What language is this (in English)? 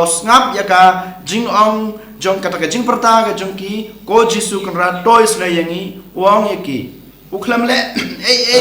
Khasi